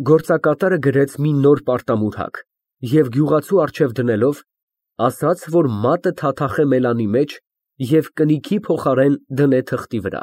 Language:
Armenian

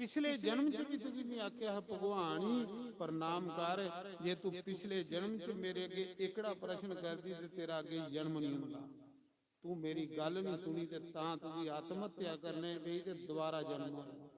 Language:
Dogri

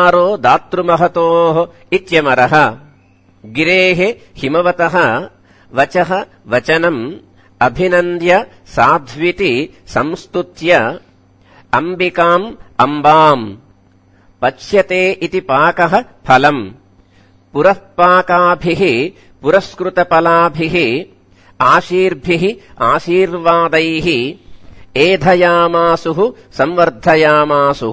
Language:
Sanskrit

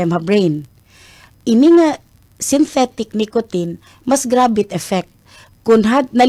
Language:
Waray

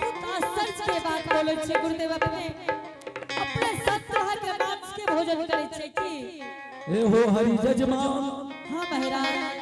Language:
Angika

